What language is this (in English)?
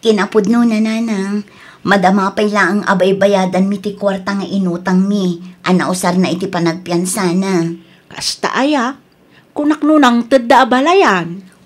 Iloko